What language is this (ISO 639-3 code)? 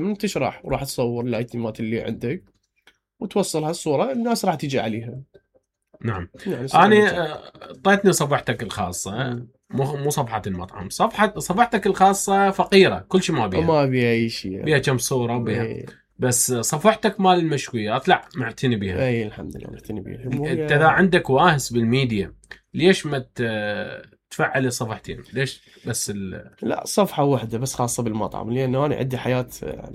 acm